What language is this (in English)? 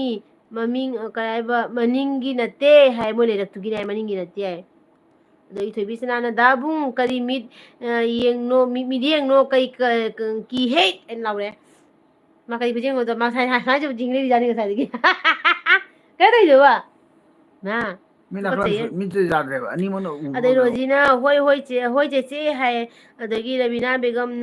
Manipuri